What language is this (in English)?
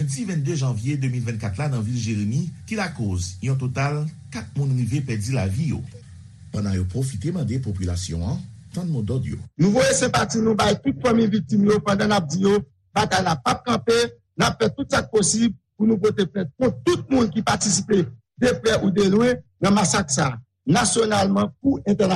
Haitian Creole